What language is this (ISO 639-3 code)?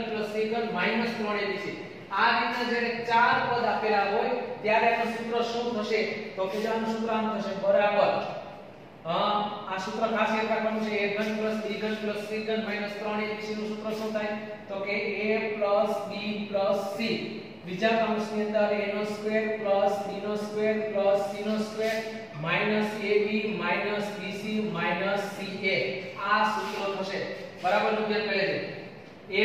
guj